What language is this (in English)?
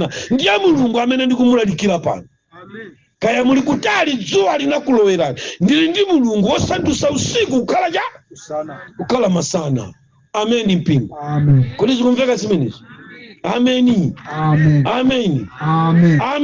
Nyanja